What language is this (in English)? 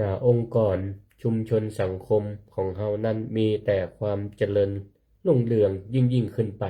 Northern Thai